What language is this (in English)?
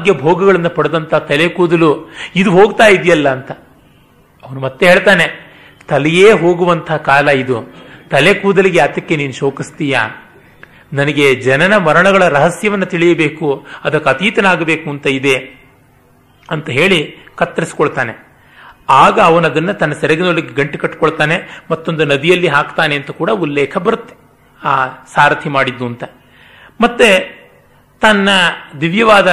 Kannada